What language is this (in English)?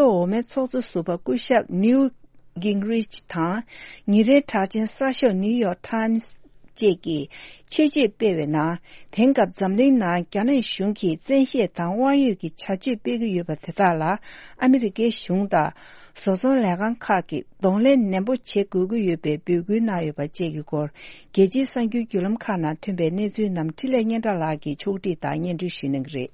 Tibetan